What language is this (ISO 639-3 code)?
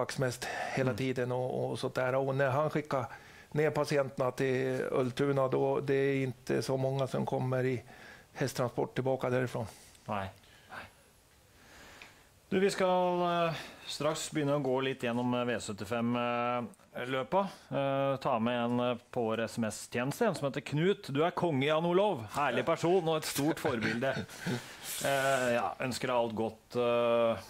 nor